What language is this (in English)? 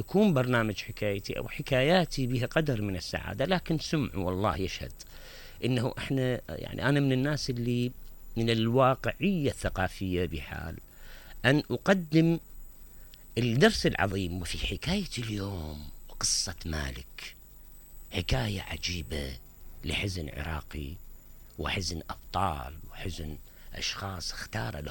Mesopotamian Arabic